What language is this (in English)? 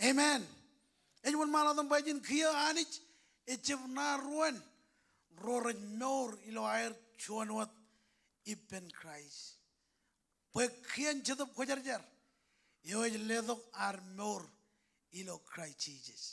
Marshallese